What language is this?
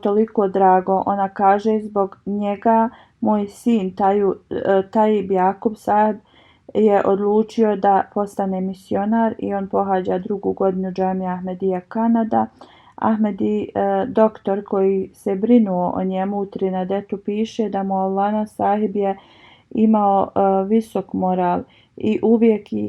Bosnian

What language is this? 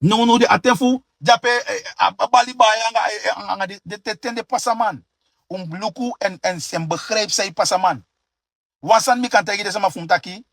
Sranan Tongo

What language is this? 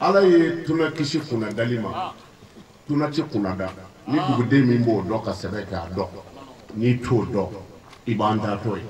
Bambara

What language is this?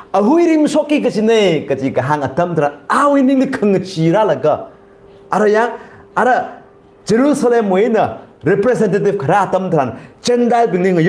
Tangkhul Naga (India)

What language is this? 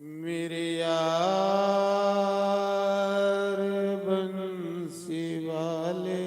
Dogri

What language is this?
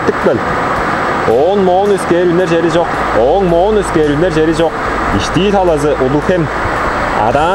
Tuvinian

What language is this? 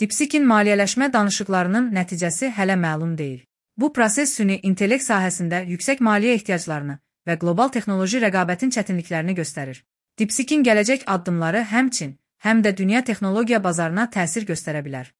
Azerbaijani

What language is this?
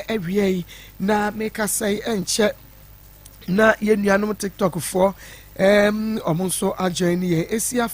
Akan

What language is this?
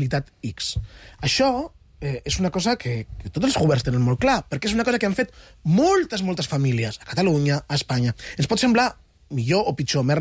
Catalan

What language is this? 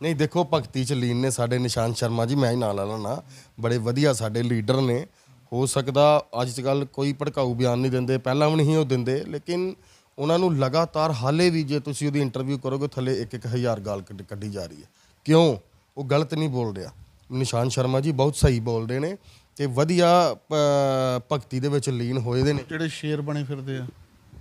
Punjabi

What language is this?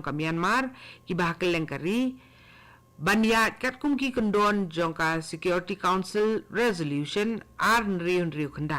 Khasi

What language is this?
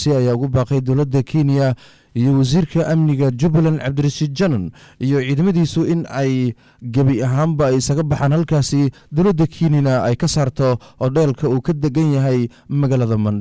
Somali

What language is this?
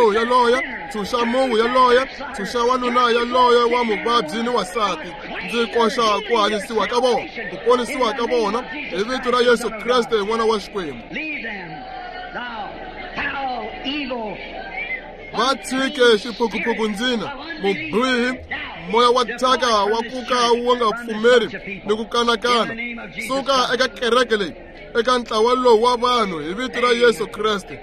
Tsonga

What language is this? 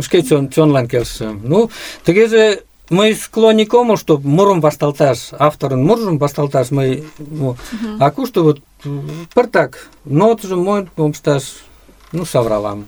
Mari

